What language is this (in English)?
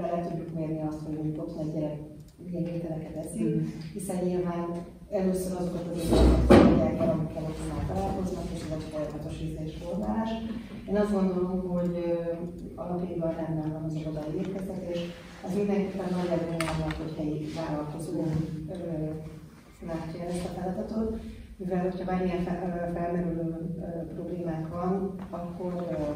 Hungarian